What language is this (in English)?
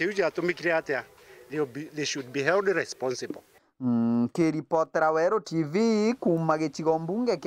Meru